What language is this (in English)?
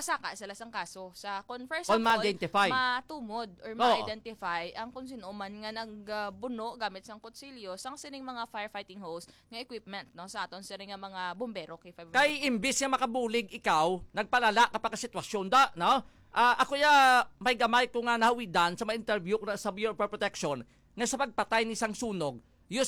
Hiligaynon